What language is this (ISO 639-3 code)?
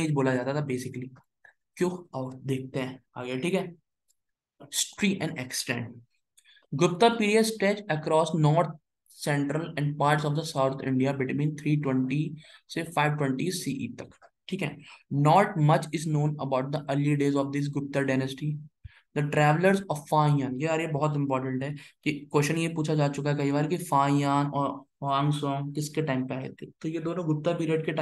hin